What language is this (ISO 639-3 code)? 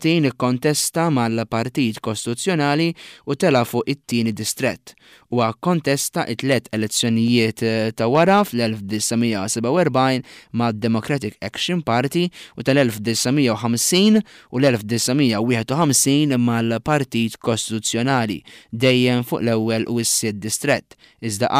mlt